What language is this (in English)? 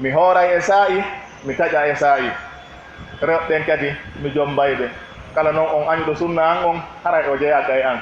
Pular